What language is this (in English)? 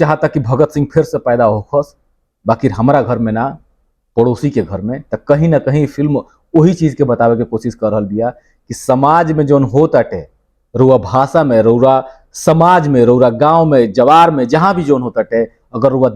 Bhojpuri